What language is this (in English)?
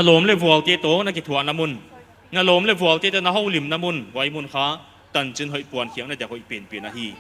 Paite Chin